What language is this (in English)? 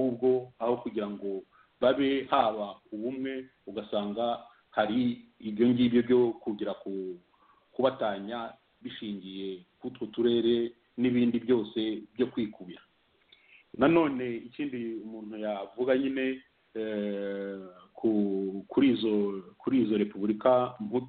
Kinyarwanda